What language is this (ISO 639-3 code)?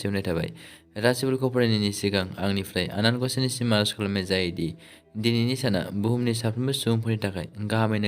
brx